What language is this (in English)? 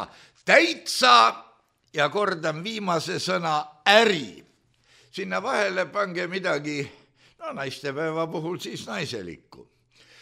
Estonian